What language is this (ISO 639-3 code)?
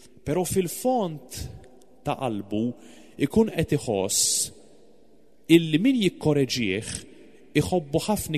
mlt